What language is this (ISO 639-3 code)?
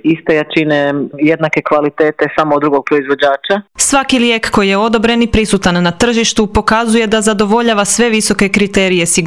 hrv